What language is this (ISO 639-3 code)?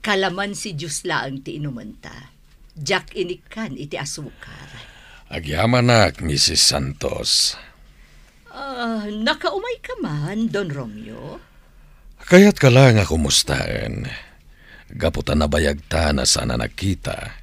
ilo